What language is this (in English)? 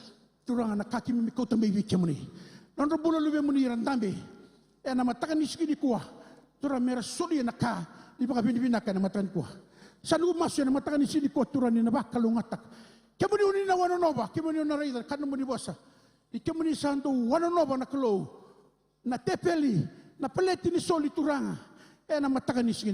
Fijian